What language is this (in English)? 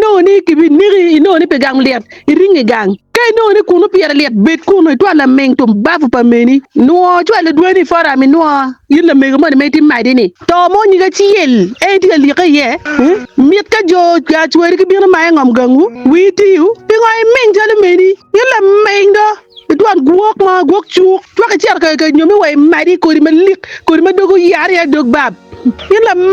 Acoli